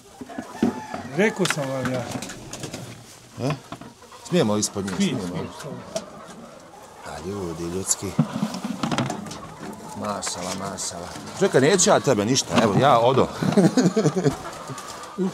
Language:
Bosnian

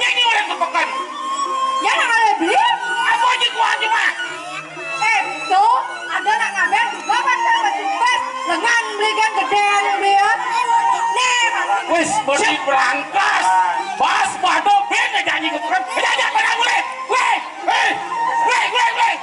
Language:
Balinese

